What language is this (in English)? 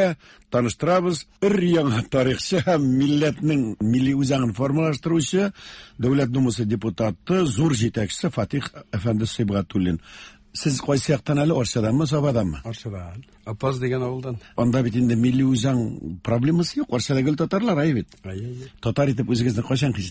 Tatar